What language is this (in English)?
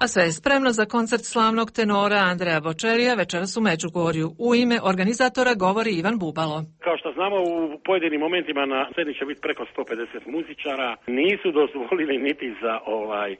Croatian